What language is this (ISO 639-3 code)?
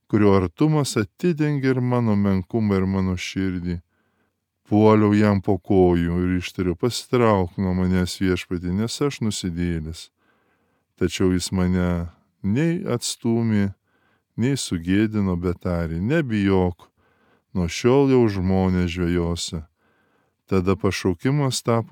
lit